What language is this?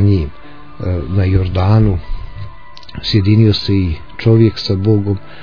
Croatian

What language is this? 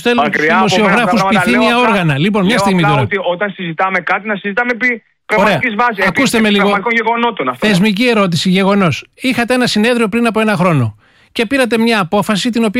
Greek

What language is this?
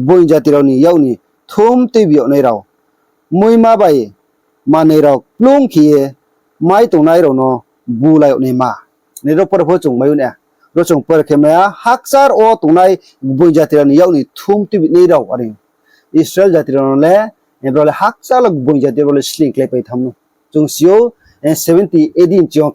Riang (India)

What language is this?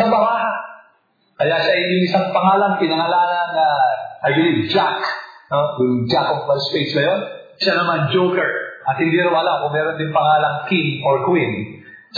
Filipino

